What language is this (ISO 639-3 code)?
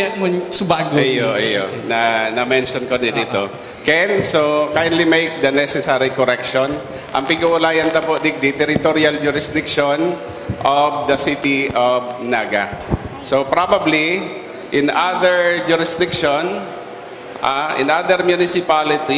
bik